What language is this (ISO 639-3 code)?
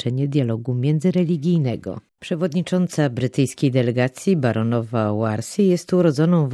pol